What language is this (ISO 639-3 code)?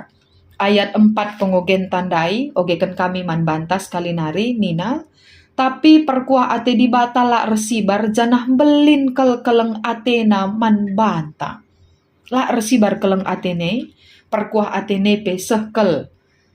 btx